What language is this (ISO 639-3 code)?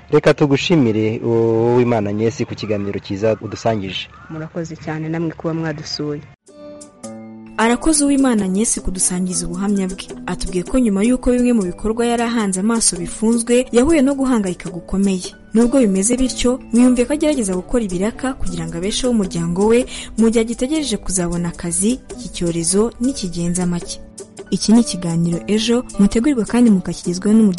kin